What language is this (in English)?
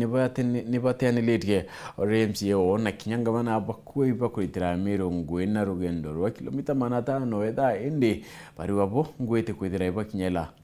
Meru